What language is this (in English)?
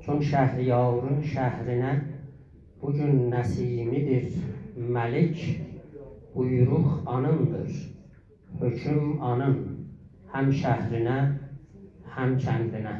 South Azerbaijani